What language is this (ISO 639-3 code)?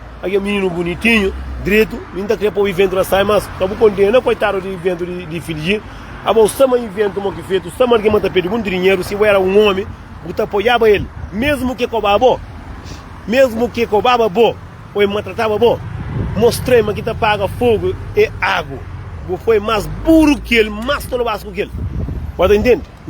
kea